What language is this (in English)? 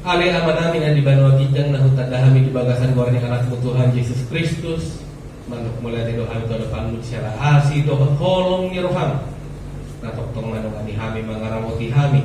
Batak Toba